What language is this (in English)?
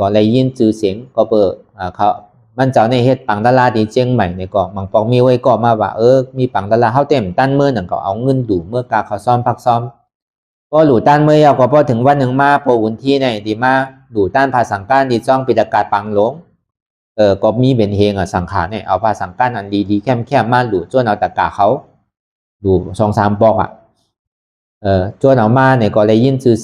Shan